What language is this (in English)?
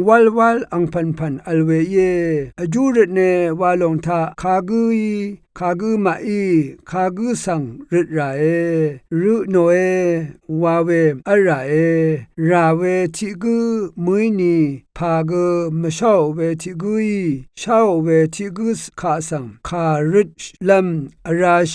Rawang